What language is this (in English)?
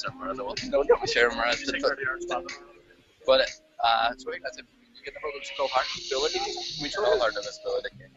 Irish